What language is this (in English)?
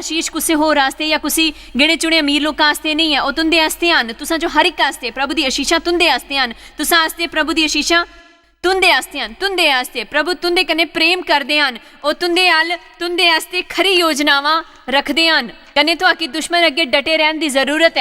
Dogri